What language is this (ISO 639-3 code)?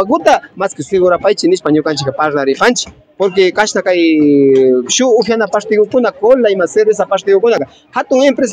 qvi